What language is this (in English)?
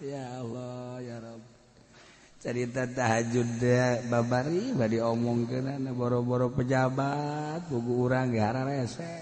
Sundanese